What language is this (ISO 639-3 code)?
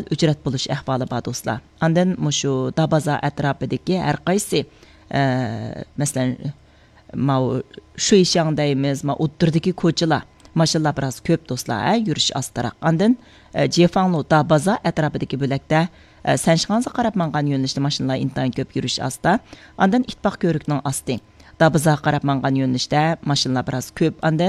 uig